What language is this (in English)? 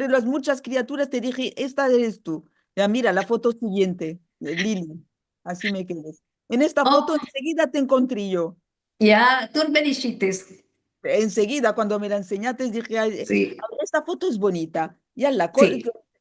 Ladino